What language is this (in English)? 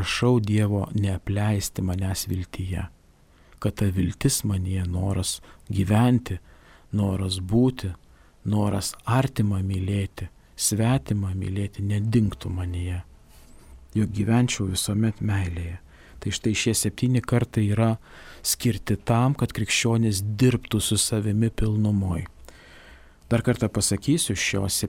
Lithuanian